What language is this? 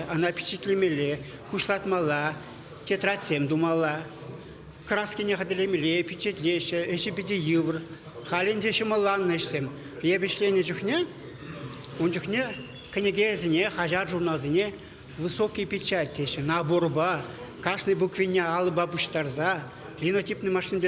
Chuvash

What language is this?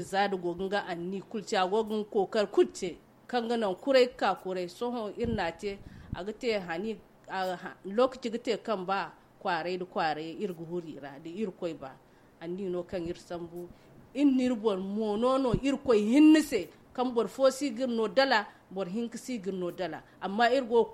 Zarma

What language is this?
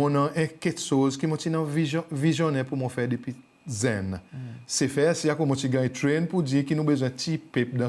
Seselwa Creole French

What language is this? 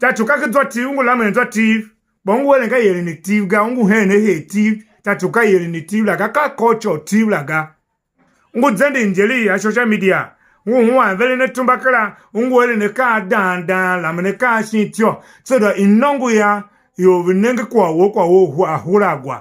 Tiv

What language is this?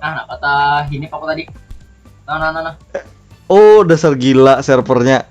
Banjar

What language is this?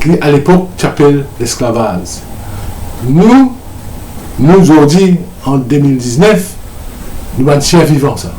Morisyen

